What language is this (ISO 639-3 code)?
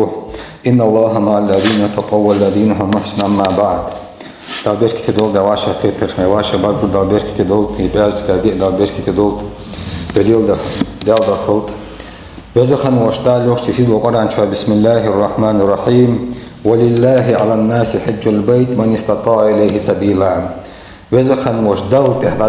inh